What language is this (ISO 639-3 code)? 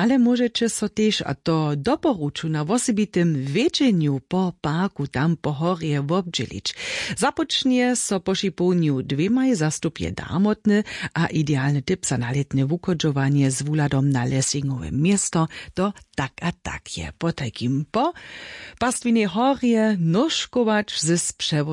hsb